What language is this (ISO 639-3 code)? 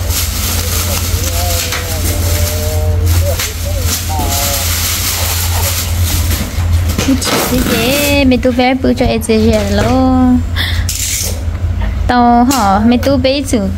vie